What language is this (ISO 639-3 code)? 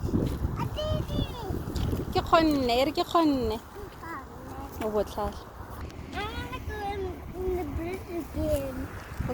tsn